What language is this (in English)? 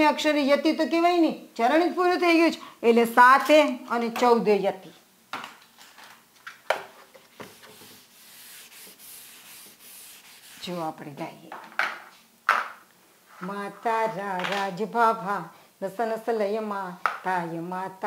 Gujarati